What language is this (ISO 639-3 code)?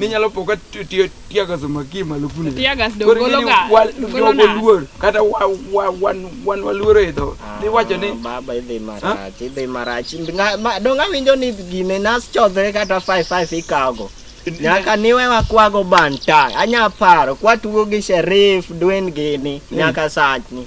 luo